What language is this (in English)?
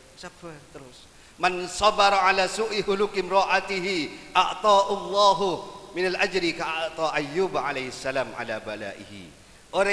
Madurese